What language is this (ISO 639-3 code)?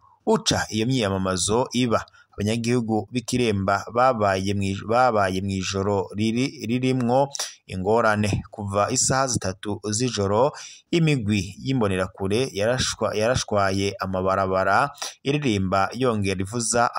run